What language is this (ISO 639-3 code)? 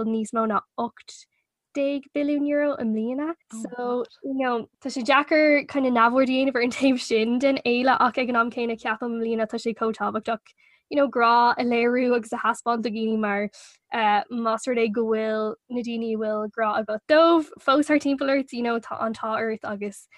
gle